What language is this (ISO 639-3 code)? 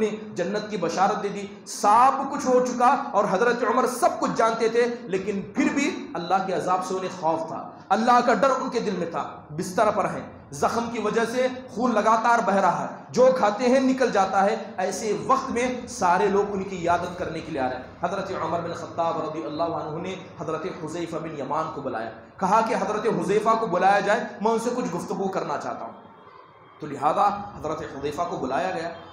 urd